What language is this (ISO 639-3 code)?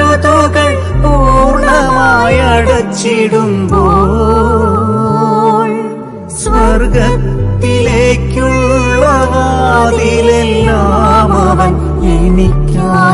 mal